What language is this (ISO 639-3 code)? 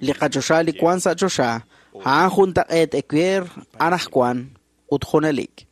kek